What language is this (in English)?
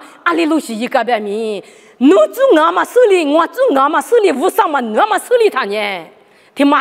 Lisu